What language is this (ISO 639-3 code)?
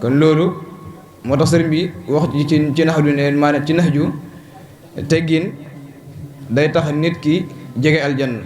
wol